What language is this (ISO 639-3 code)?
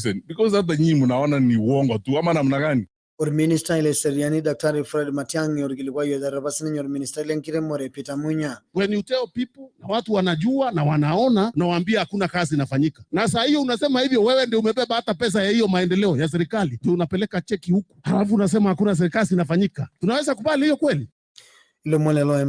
mas